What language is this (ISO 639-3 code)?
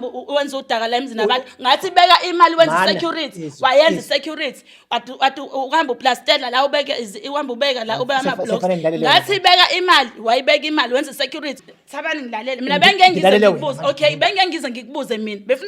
zul